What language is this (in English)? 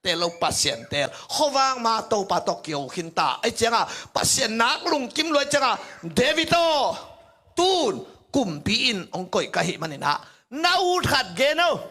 Tedim Chin